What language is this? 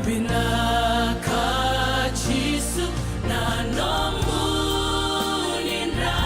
Fijian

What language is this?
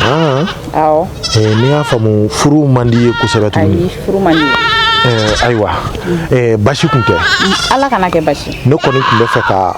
Bambara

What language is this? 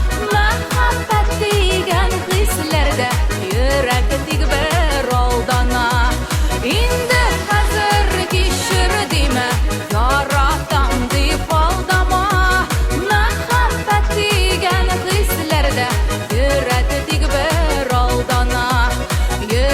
Tatar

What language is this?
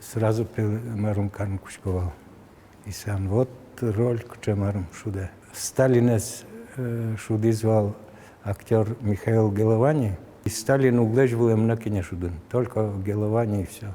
Udmurt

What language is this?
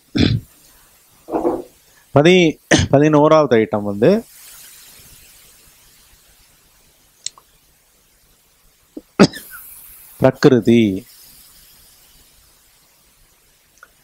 Tamil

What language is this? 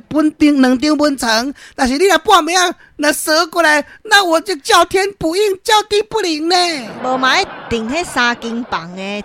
Min Nan Chinese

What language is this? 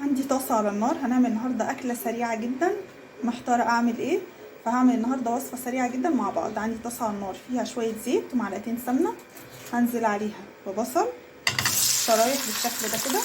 Egyptian Arabic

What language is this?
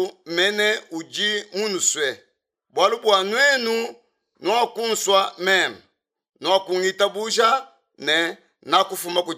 Luba-Lulua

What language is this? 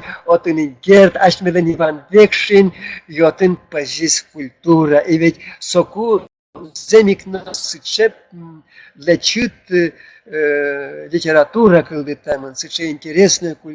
Udmurt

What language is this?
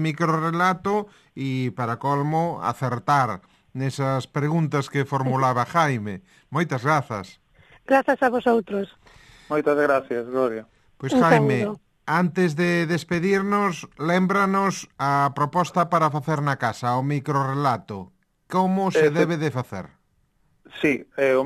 Galician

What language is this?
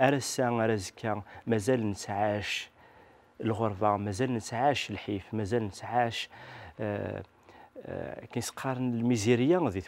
Kabyle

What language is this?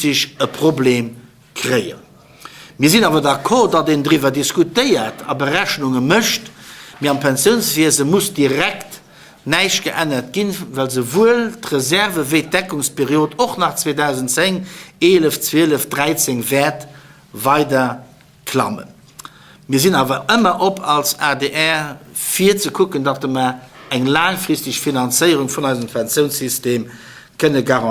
Luxembourgish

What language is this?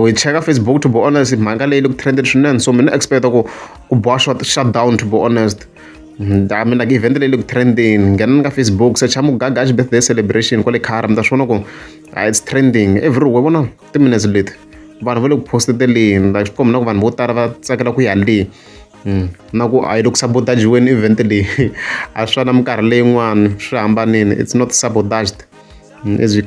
Tsonga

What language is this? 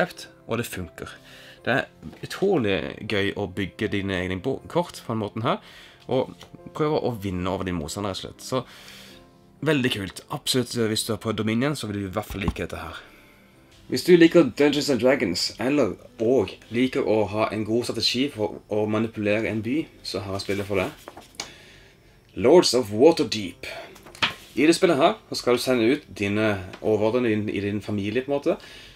Norwegian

